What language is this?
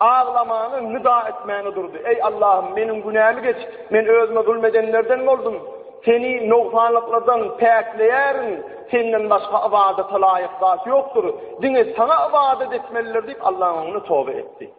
Turkmen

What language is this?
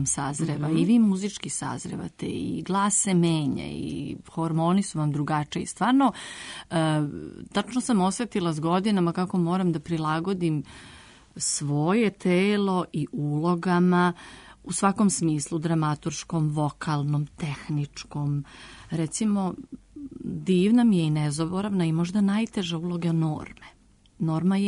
Serbian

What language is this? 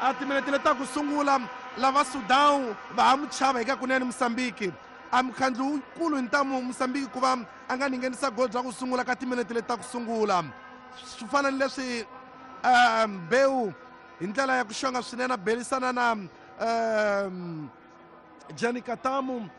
Tsonga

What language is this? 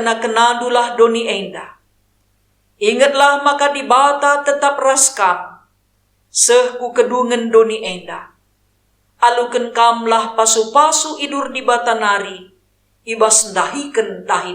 Batak Karo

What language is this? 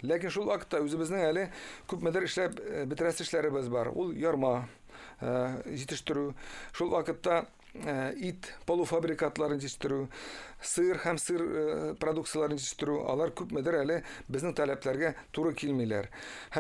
Tatar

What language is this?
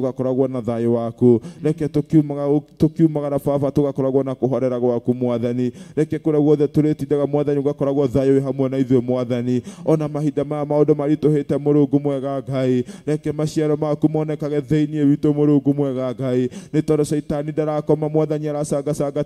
Kikuyu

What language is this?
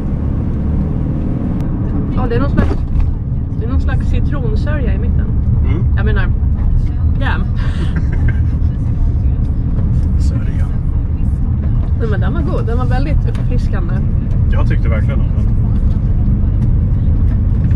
Swedish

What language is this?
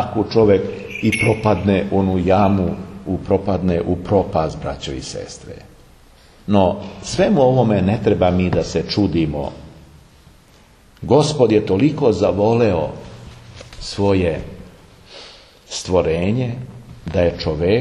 Serbian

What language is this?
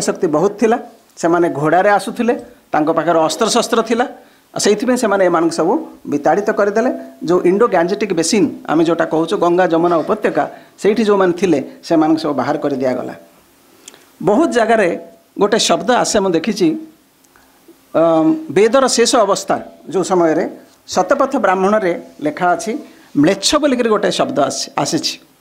Odia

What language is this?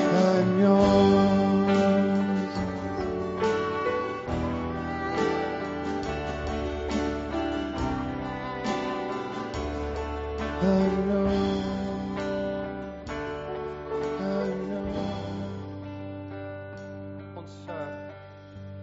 Afrikaans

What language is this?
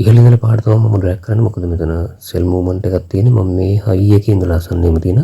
Sinhala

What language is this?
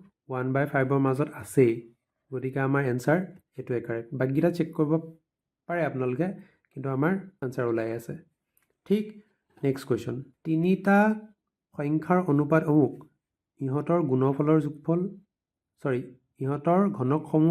Assamese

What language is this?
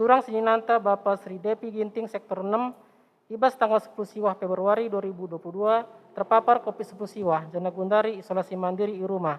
Batak Karo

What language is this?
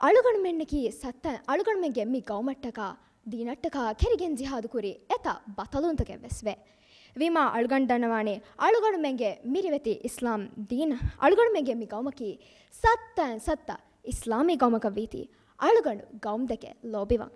Divehi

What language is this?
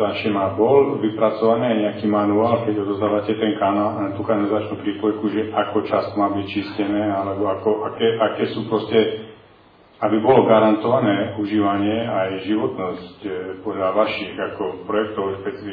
Slovak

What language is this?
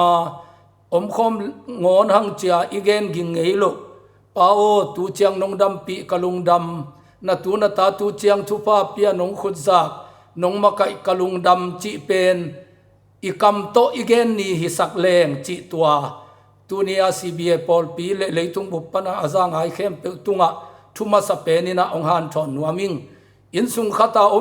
Tedim Chin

